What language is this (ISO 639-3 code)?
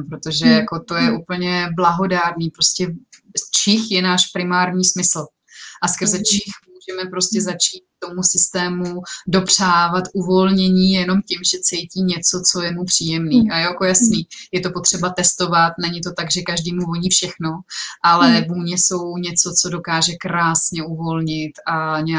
ces